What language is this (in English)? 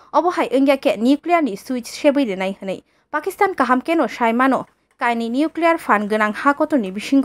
Kok Borok